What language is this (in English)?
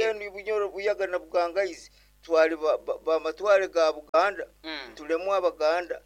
Nyoro